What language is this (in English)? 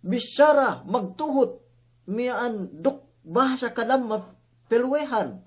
Yakan